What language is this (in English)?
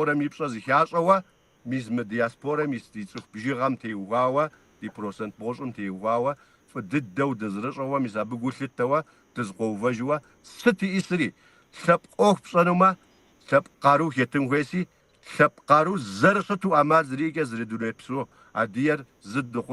Kabardian